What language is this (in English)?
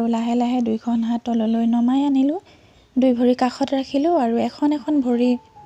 Assamese